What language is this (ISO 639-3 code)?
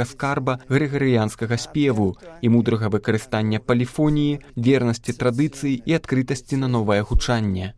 bel